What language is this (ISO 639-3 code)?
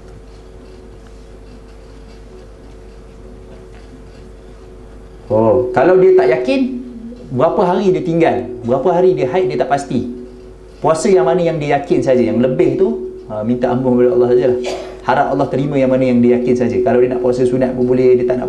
msa